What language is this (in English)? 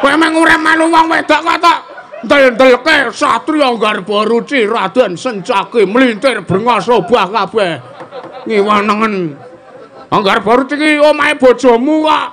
Javanese